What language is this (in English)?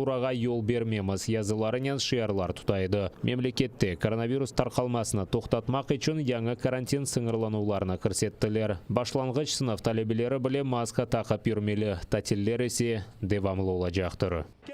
Crimean Tatar